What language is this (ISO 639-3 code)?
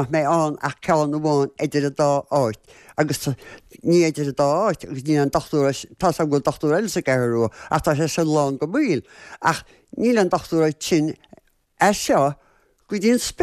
gle